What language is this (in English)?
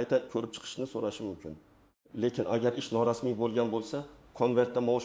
Uzbek